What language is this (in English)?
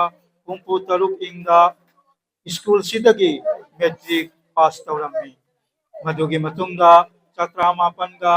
Manipuri